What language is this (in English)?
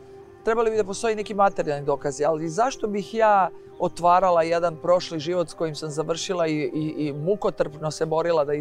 Croatian